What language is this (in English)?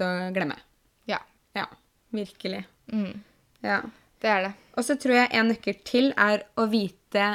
Norwegian